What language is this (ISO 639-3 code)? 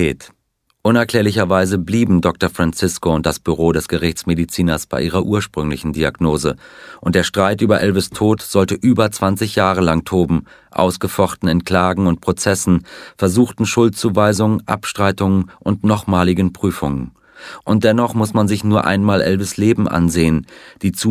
deu